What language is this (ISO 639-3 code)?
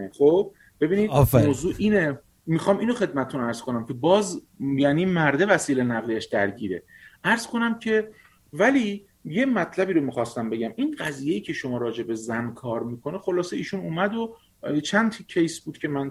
fas